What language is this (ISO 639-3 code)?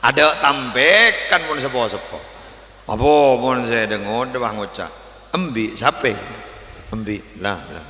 mad